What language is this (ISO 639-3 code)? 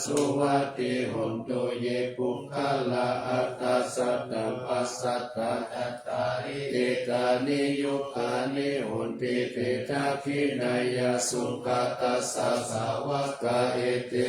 pli